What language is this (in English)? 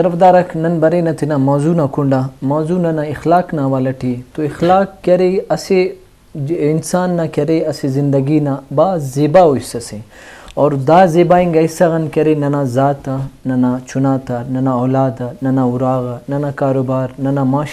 Brahui